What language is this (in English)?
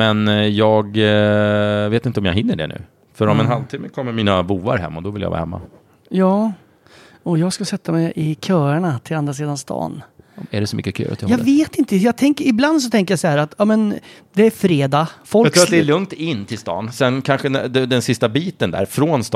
Swedish